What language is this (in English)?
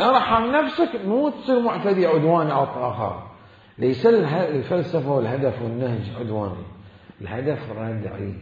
Mesopotamian Arabic